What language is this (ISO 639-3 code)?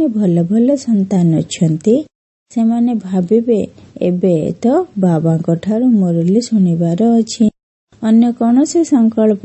ori